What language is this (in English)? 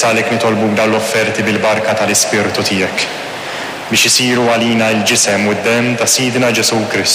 Maltese